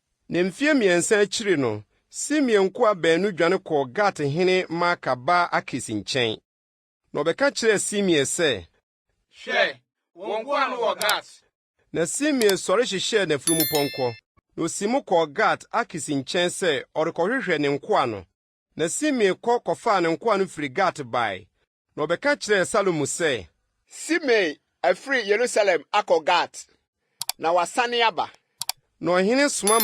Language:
Akan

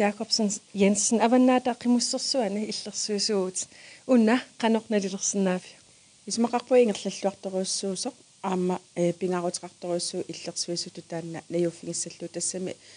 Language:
Kalaallisut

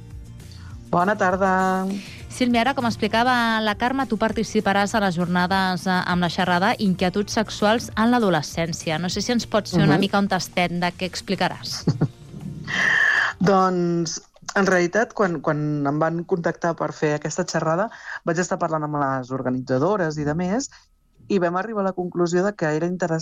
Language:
Catalan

